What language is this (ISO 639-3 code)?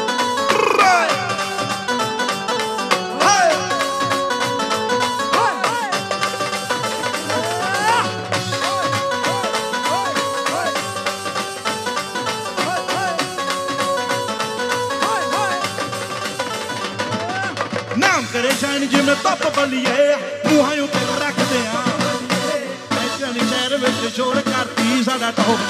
pan